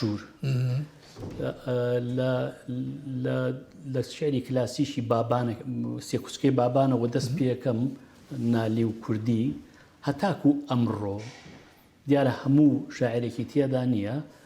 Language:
Central Kurdish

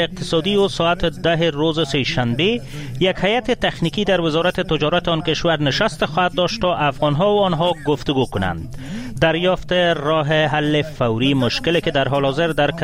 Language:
Persian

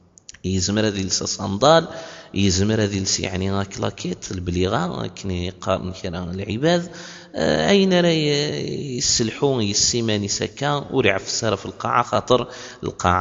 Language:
Kabyle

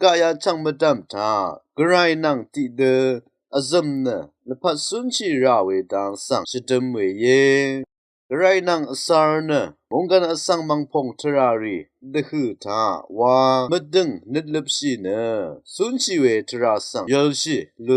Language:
Rawang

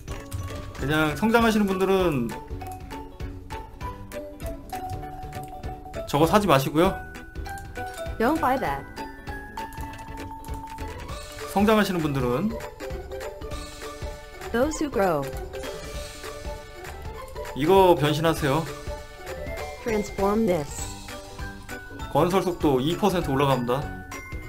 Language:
Korean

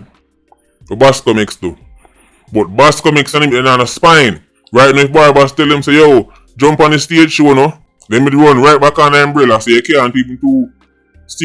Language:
Jamaican Creole English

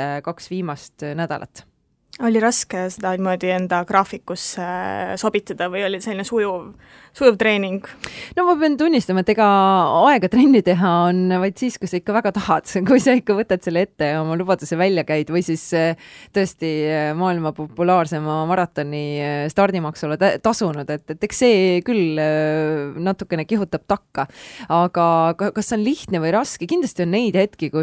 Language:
Estonian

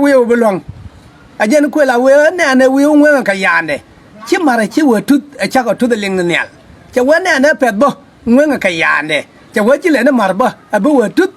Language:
Nuer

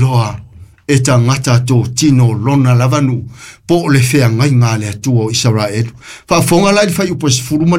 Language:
Samoan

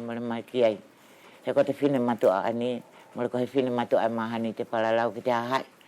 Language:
Wallisian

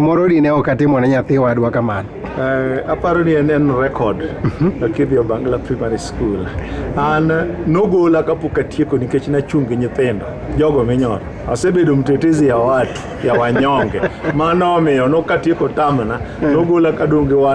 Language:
Luo (Kenya and Tanzania)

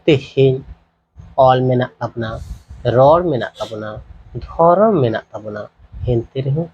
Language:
Santali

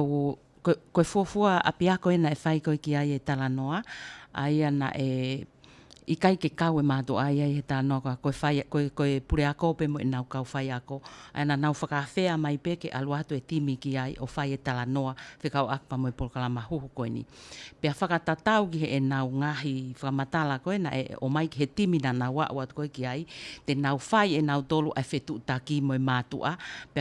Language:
Tongan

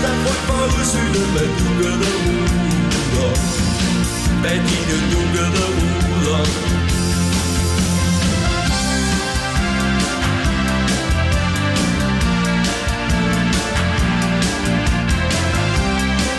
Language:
Danish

